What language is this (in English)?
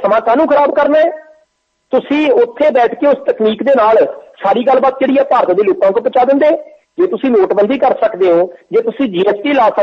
Punjabi